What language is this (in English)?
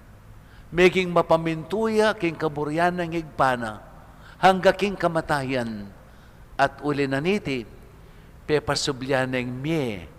Pampanga